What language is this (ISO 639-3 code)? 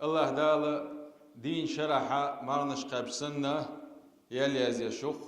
che